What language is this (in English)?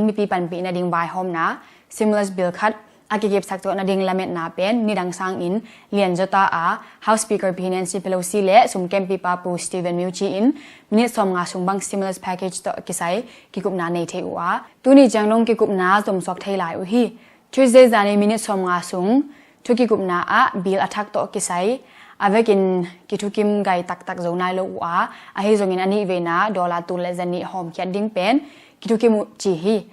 Tedim Chin